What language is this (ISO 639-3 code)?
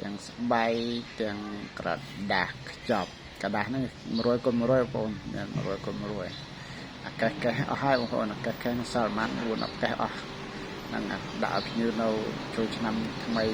khm